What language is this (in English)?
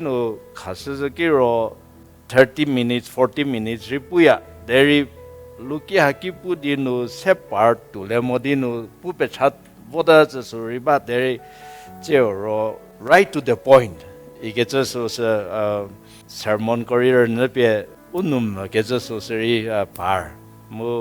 Angami Naga